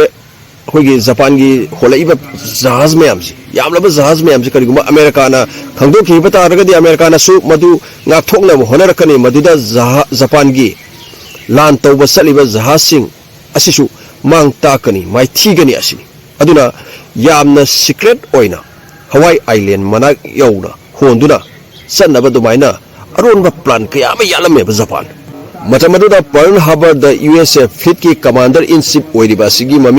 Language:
Manipuri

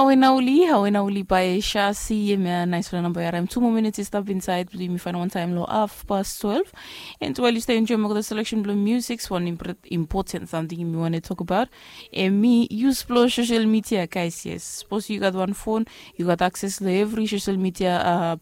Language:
Bislama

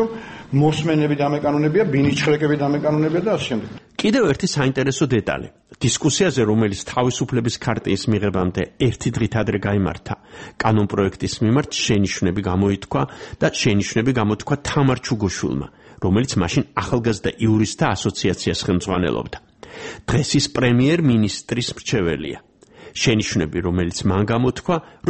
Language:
Georgian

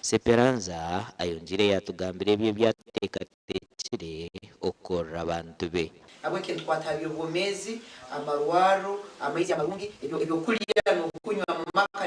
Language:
Nyankole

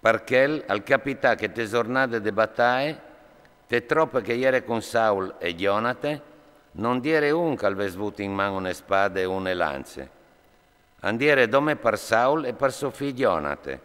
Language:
Friulian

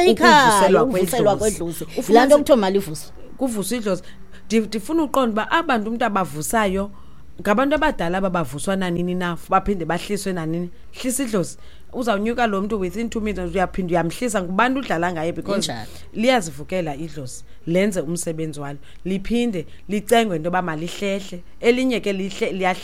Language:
Xhosa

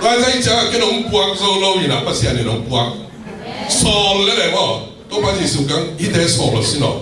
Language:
Tedim Chin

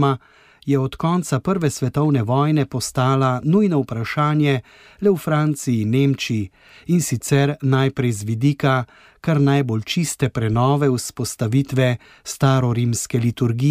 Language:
Slovenian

